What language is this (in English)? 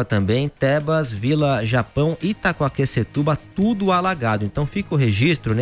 Portuguese